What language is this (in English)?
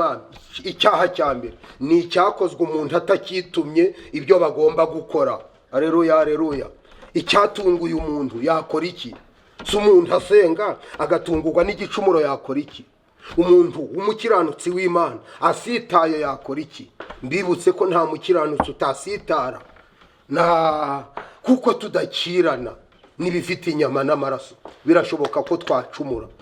Kinyarwanda